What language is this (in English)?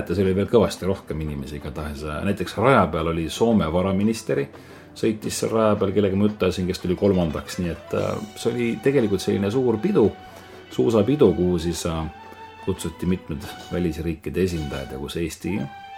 Estonian